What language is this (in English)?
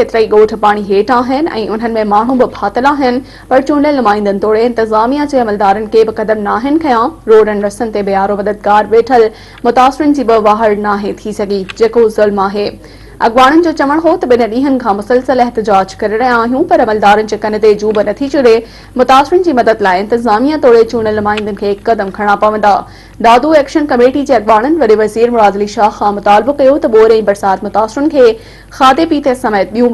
Sindhi